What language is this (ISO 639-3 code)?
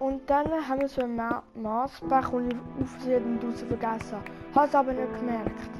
gsw